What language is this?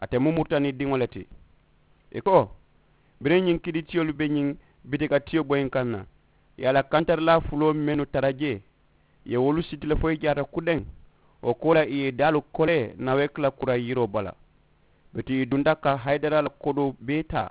Mandingo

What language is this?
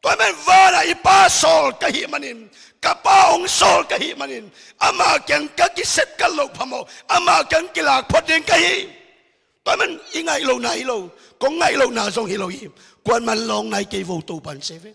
Tedim Chin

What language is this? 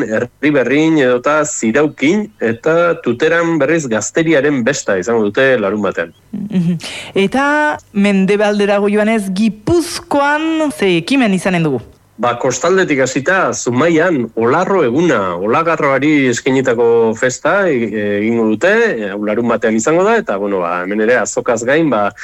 Basque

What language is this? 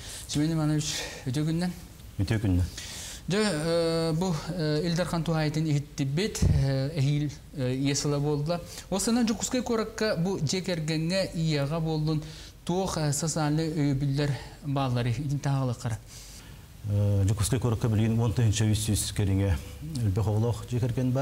Yakut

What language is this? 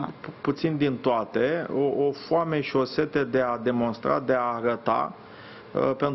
Romanian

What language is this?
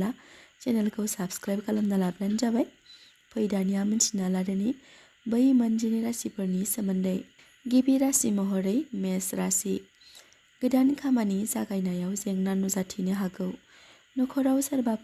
Bodo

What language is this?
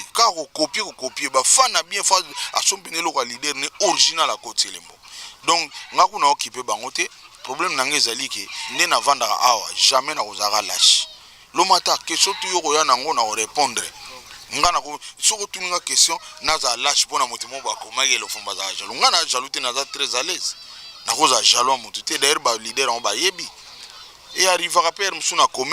Lingala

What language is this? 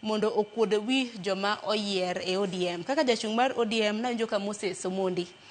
Luo (Kenya and Tanzania)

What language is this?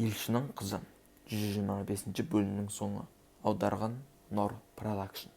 Kazakh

